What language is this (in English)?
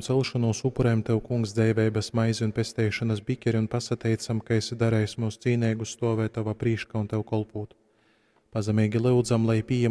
Latgalian